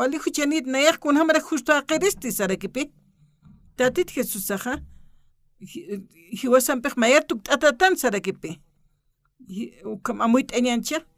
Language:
Aymara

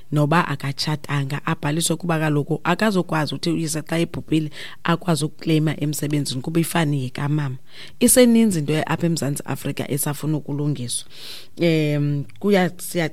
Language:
Xhosa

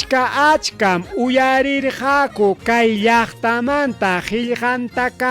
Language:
Ayacucho Quechua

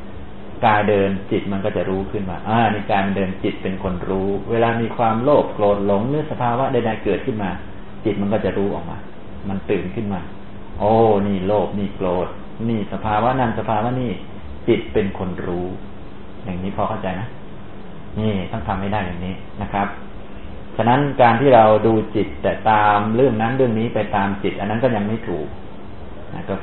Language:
Thai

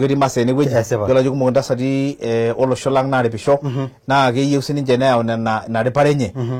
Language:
Masai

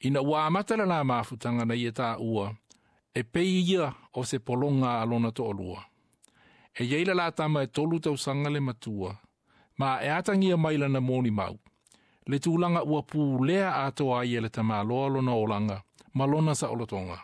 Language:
Samoan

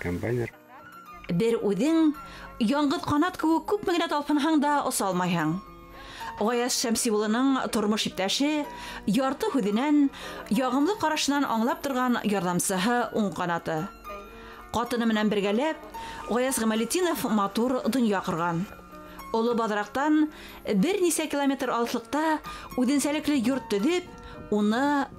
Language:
Bashkir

